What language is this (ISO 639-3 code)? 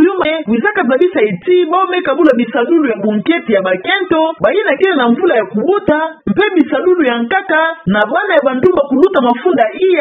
ktu